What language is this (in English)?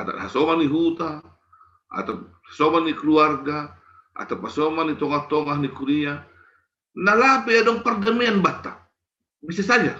Batak Simalungun